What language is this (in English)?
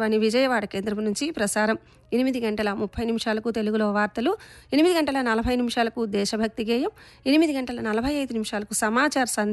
Telugu